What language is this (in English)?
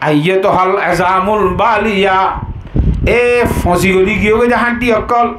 Rohingya